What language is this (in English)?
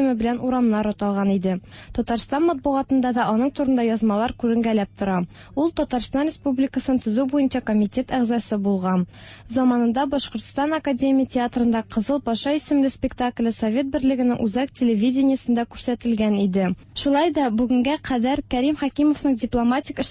Tatar